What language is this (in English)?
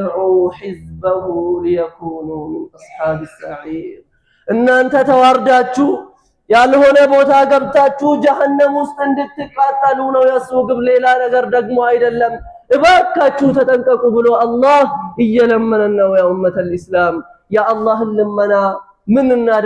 Amharic